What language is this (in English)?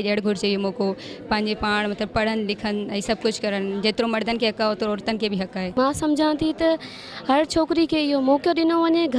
Sindhi